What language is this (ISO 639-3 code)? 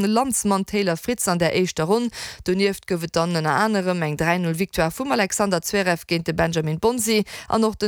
ltz